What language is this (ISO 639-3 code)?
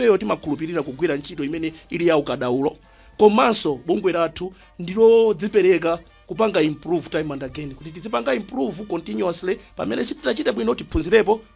nya